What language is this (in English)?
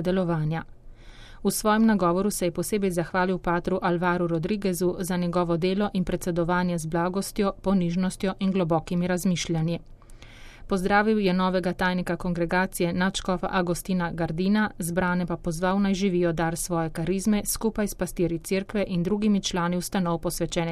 Slovenian